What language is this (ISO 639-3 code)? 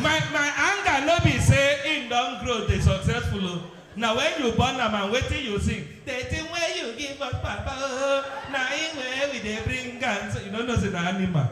pcm